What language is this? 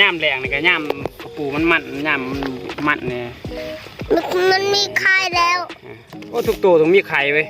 Northeastern Thai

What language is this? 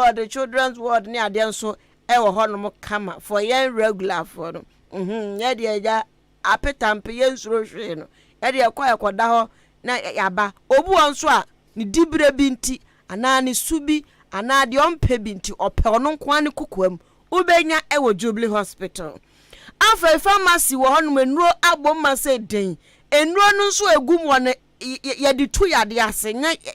Akan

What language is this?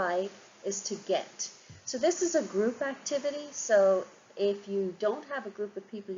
Irish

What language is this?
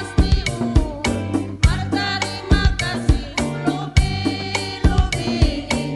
Batak Simalungun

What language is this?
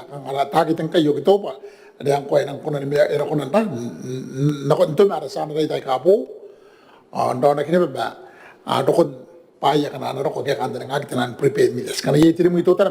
Gilbertese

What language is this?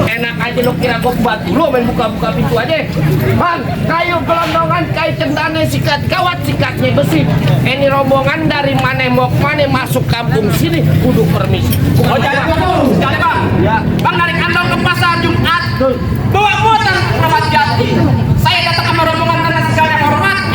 Betawi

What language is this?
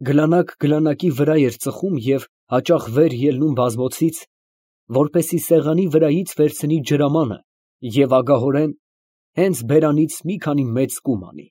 Armenian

